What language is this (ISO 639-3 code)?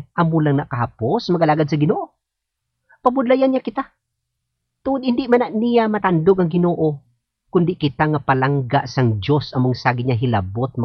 hil